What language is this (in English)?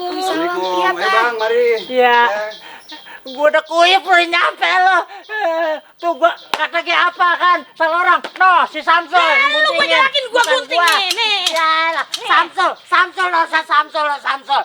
Betawi